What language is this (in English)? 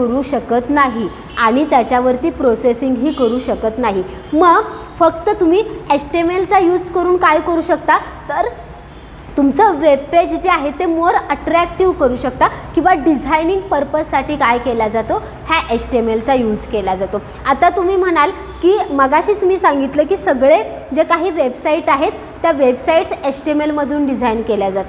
Marathi